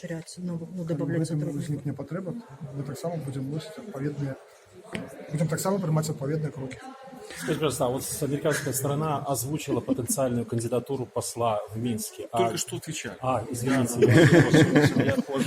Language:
Belarusian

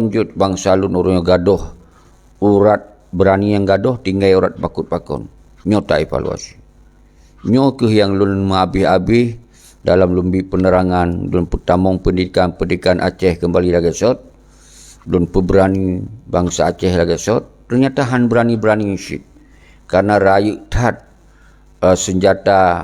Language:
Achinese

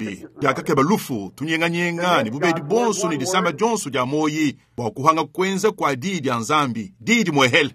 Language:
Luba-Lulua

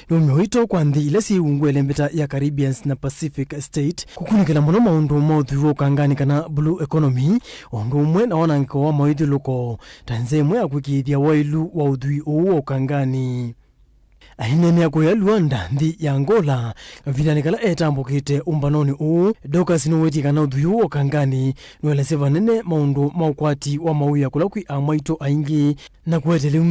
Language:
Kamba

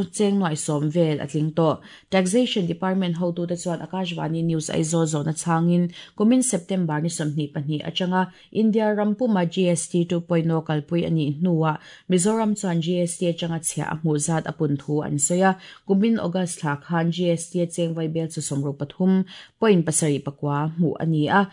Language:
Mizo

